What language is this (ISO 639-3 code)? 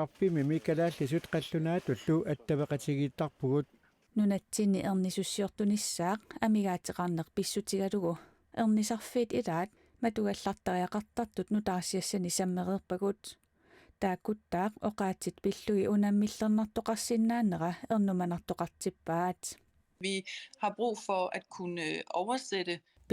kal